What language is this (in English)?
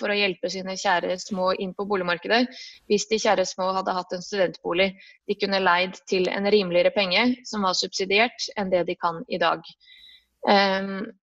Norwegian